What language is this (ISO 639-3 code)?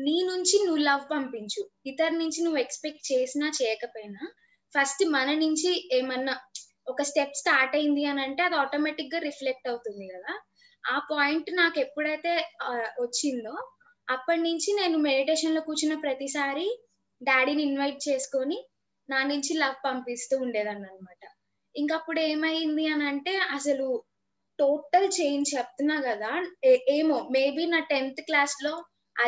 tel